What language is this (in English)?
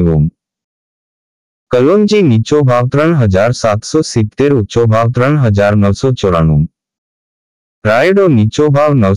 Gujarati